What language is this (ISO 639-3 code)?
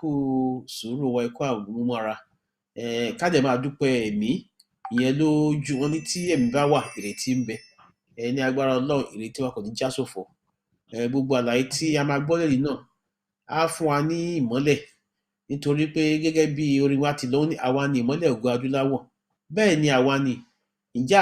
yor